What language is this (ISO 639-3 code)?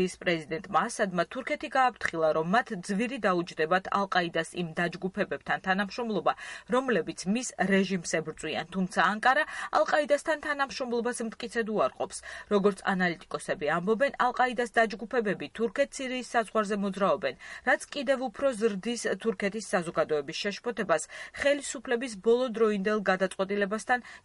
kat